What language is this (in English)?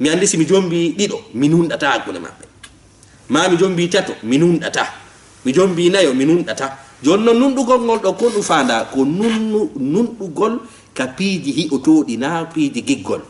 Fula